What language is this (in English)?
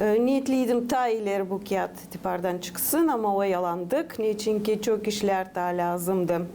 Gagauz